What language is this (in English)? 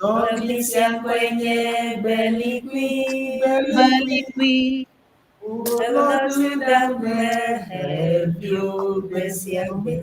Ewe